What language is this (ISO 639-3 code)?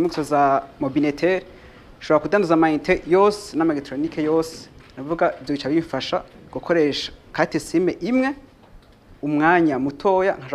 run